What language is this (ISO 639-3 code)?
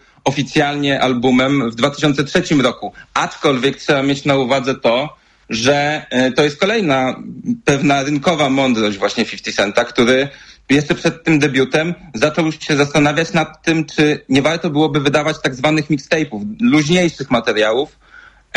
pol